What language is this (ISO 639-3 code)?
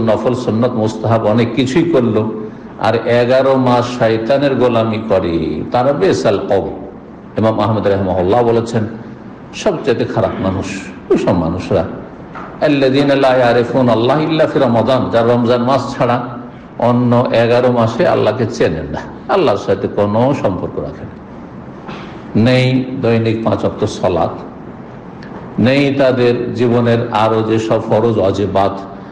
ben